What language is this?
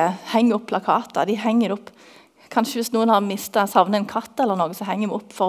Norwegian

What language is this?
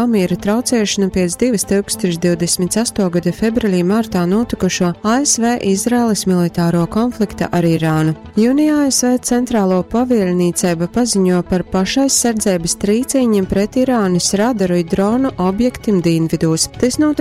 Latgalian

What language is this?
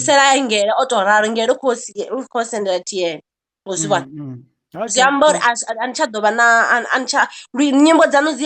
Venda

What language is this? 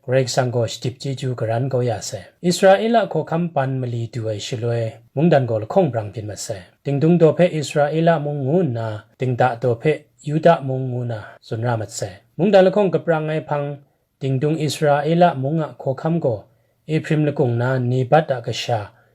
Kachin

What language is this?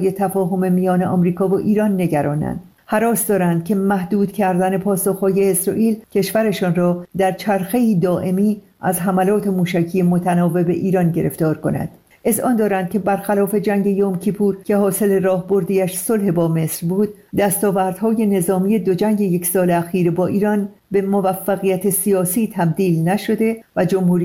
Persian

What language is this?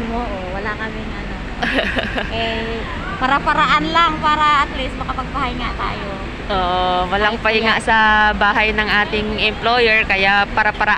Filipino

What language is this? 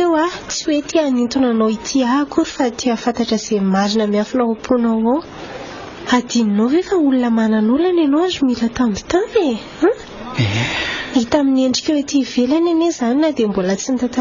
Malagasy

